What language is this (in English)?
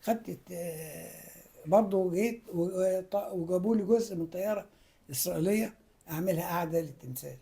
Egyptian Arabic